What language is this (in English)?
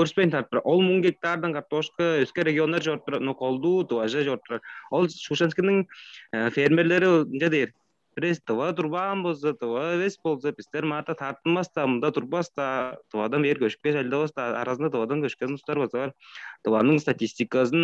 Tuvinian